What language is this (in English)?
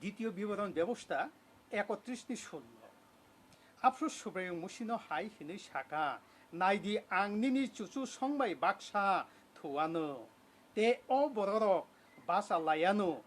Kok Borok